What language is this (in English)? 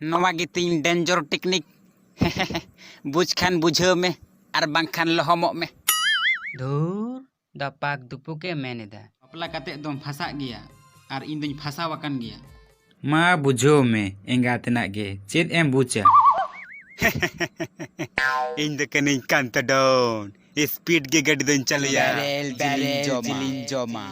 Santali